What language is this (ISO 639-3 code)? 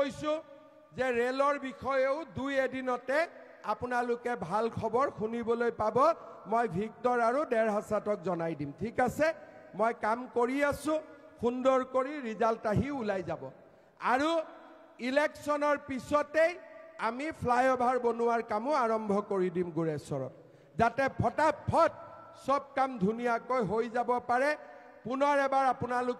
asm